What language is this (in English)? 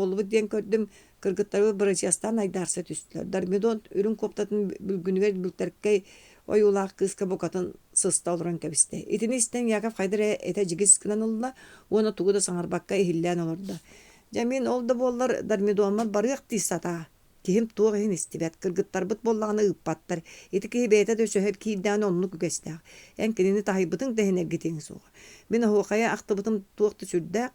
Yakut